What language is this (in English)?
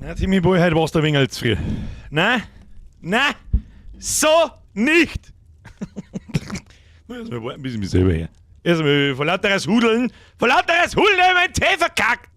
Bavarian